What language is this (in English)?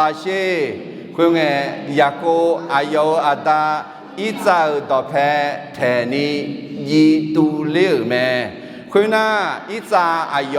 Akha